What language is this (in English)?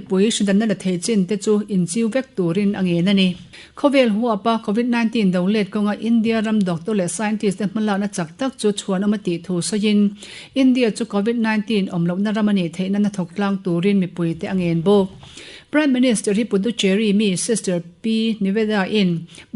Mizo